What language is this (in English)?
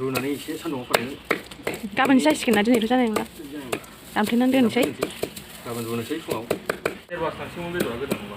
Bodo